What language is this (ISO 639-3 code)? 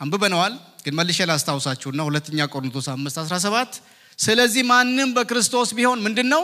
amh